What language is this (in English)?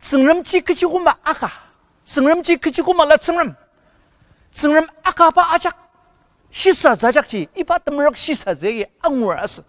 Ao Naga